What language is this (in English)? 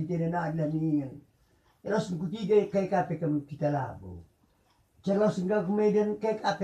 Batak Karo